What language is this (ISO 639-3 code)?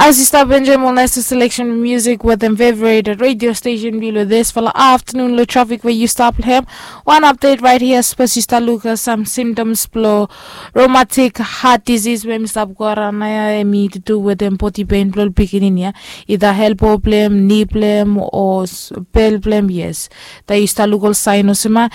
bis